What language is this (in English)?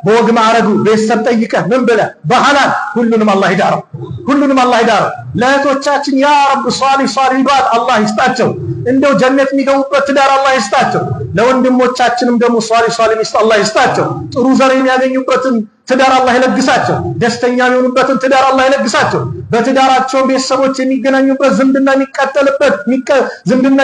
Amharic